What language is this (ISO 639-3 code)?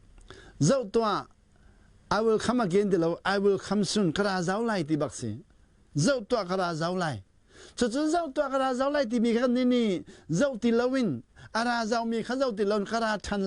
cnh